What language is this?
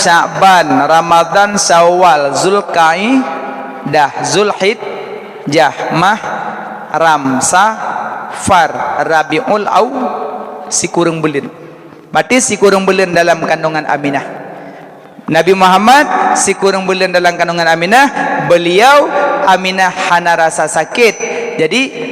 Achinese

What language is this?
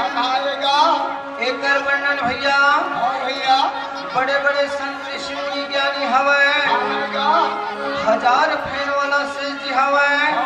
Chhattisgarhi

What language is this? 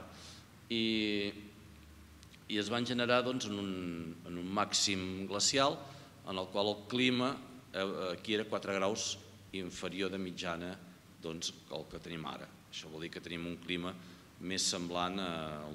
Catalan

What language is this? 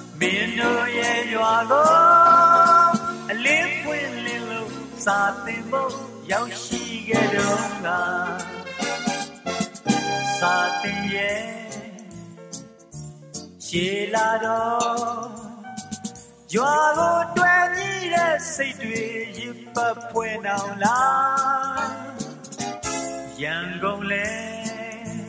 Burmese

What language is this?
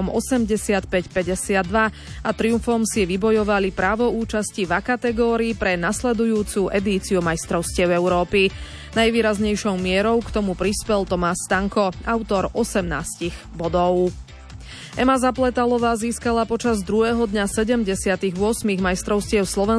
Slovak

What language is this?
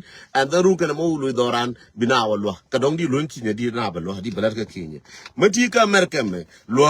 Nuer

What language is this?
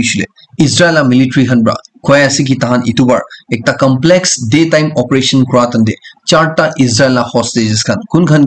Naga Pidgin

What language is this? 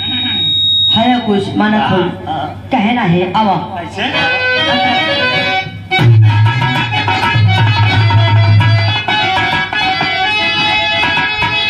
Bhojpuri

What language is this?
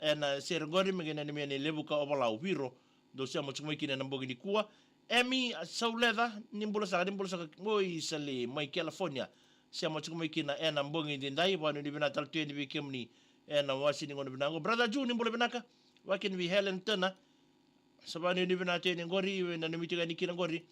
Fijian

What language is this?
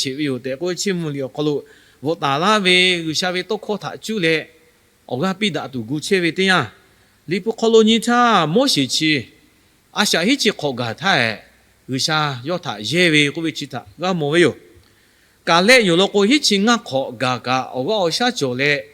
Lahu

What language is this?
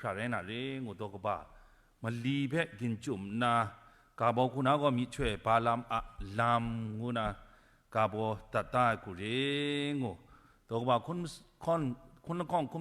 Kachin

